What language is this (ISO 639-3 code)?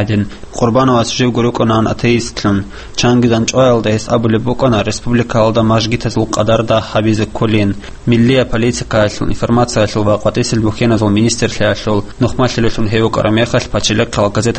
ava